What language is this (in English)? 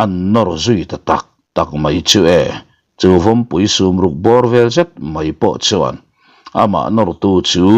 Mizo